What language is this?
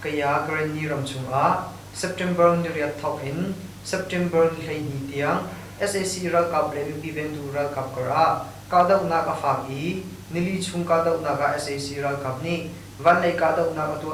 Hakha Chin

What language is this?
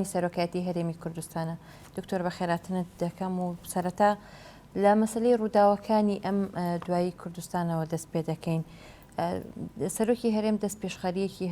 Central Kurdish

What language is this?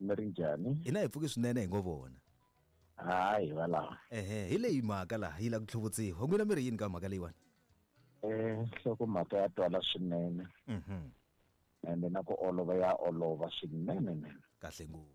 Tsonga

